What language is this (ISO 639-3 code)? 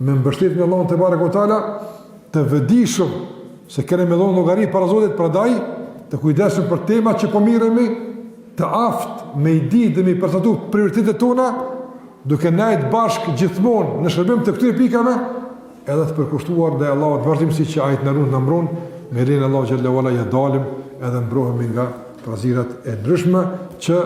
sqi